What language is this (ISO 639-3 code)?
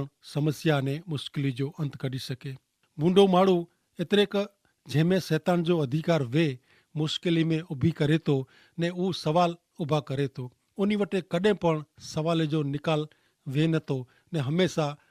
kfr